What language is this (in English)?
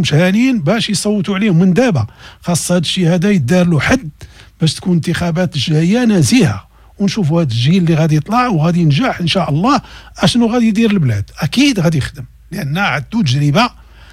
Moroccan Arabic